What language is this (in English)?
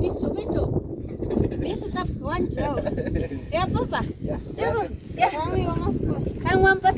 Ayacucho Quechua